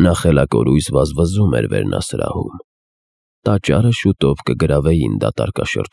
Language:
Armenian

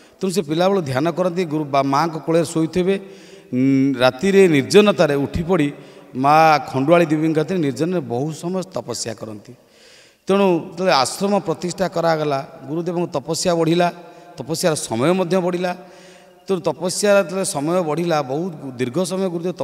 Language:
Odia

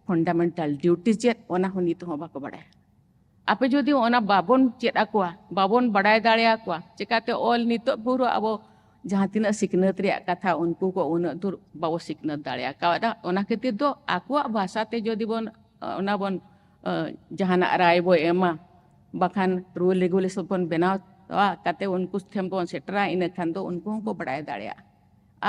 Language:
Santali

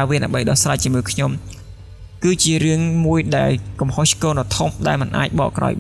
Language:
Khmer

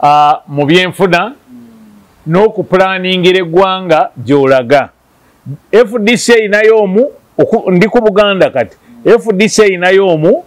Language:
Ganda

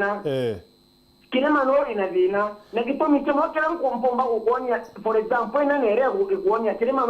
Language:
Meru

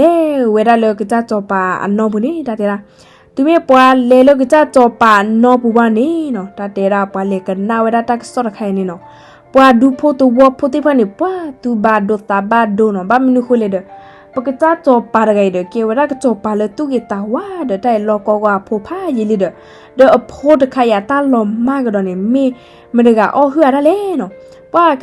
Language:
S'gaw Karen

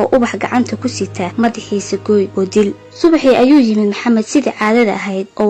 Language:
Somali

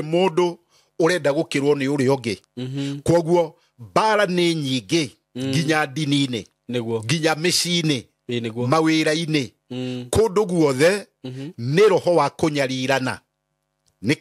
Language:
Kikuyu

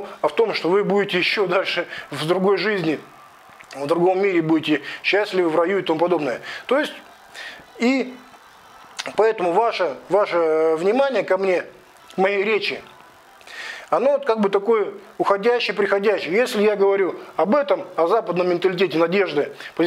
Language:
Russian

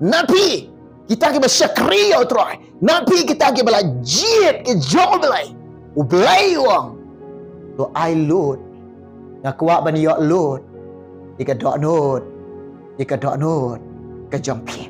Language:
Khasi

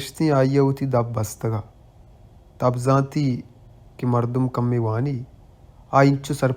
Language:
Baluchi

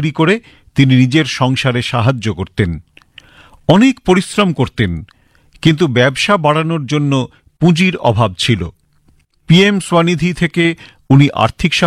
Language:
Bangla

